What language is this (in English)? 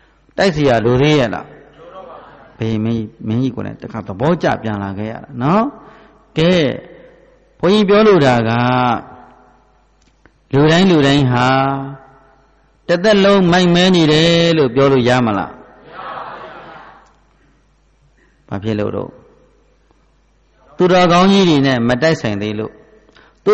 Burmese